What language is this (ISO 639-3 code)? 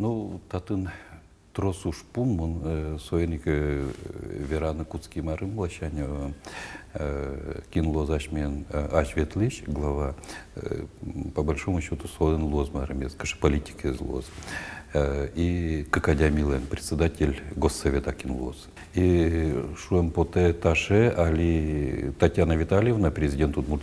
udm